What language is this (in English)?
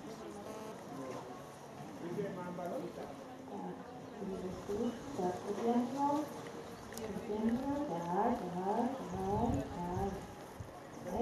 Slovak